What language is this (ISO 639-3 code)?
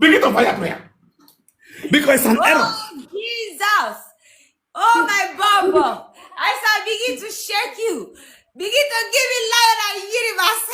pcm